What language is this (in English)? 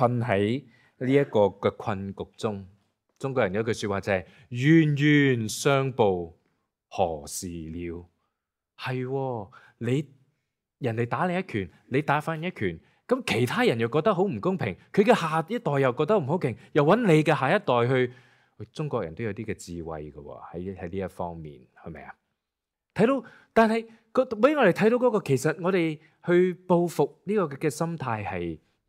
Cantonese